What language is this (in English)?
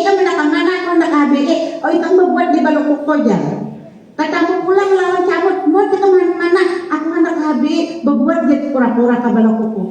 Banjar